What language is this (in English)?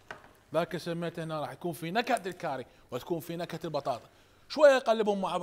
Mesopotamian Arabic